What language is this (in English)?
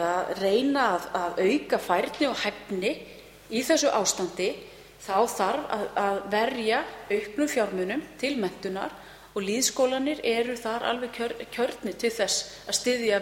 Icelandic